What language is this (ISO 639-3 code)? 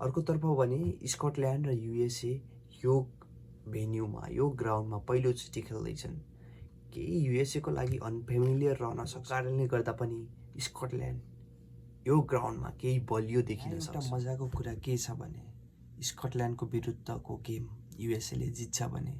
nep